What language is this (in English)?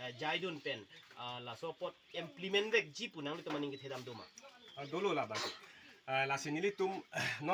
Karbi